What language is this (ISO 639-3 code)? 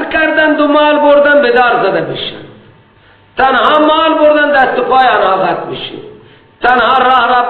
fas